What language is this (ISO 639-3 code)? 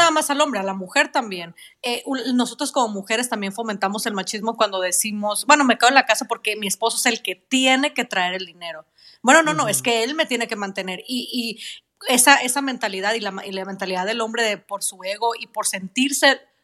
spa